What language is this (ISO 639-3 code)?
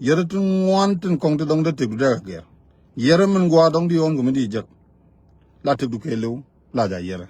nus